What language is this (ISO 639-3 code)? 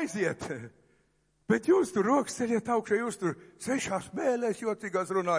lav